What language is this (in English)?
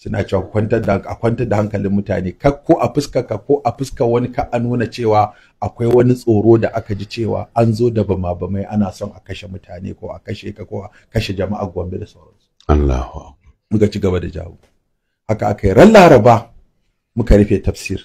Hausa